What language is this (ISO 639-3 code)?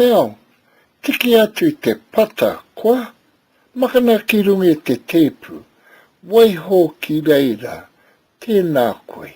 mri